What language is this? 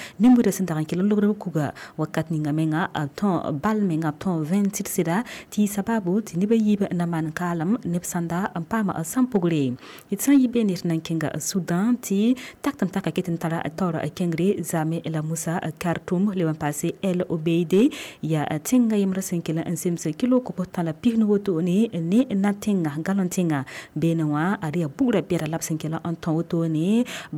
Mossi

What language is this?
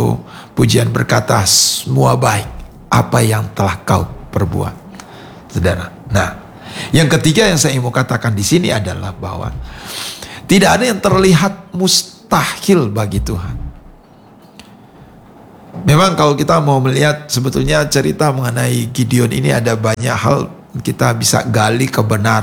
Indonesian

